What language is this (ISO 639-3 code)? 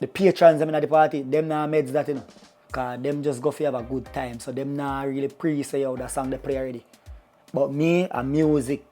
jam